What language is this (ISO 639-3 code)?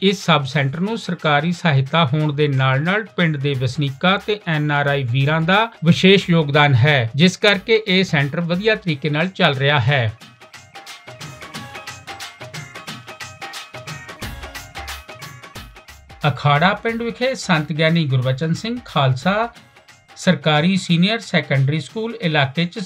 pan